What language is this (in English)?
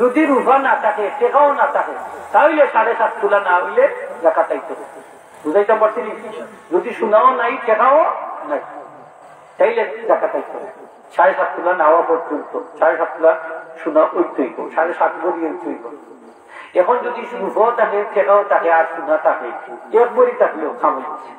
Sylheti